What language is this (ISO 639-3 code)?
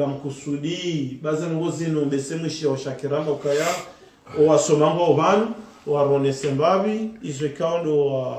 zdj